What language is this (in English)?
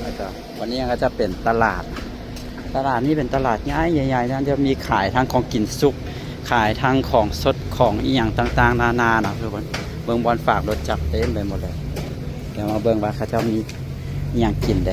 Lao